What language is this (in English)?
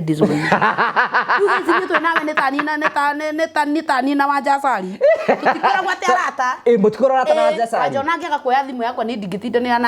Kikuyu